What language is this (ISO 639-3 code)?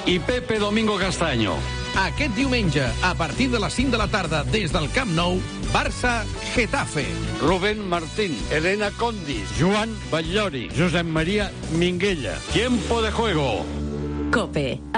cat